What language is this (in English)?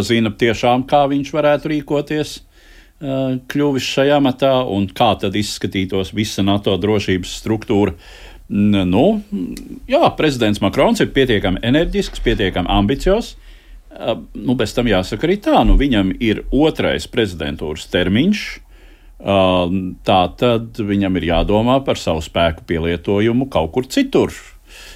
Latvian